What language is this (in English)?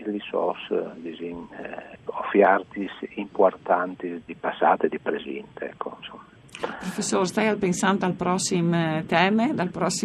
Friulian